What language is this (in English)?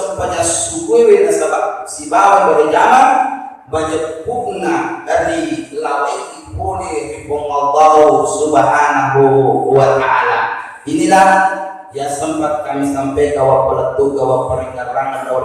Buginese